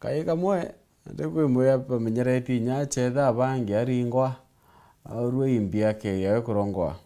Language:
Meru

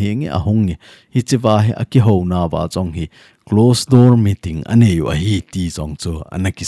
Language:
Thado Chin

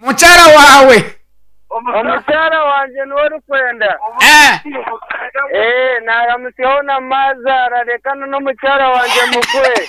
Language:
Nyankole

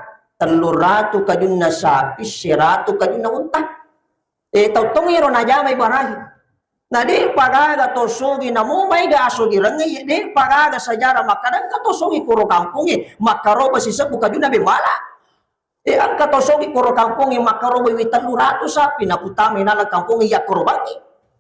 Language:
Buginese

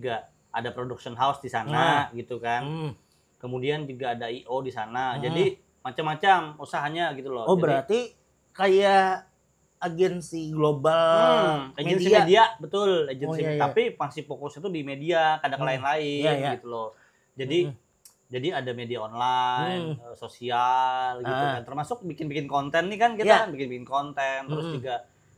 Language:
Banjar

